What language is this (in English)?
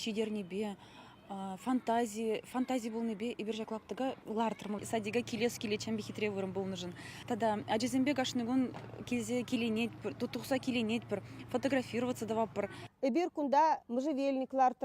Chuvash